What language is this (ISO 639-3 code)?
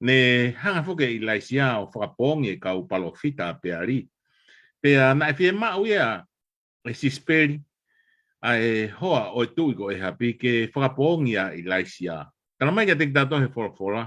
ton